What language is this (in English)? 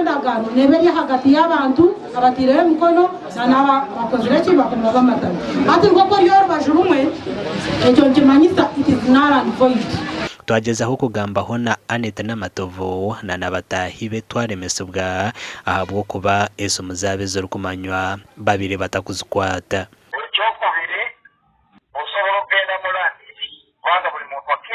Nyankole